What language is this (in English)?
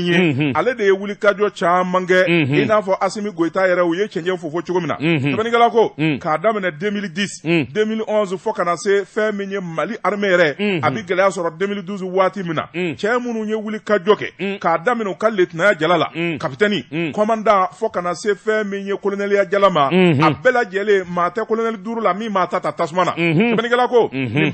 Bambara